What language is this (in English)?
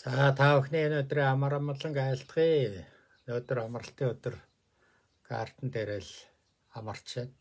Mongolian